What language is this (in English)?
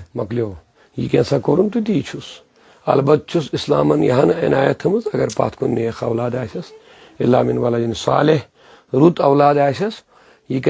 Kashmiri